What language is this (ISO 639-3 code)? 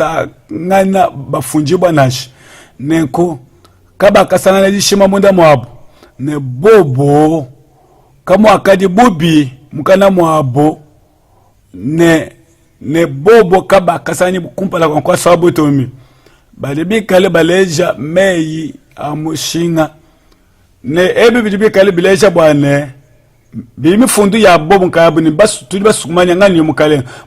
lua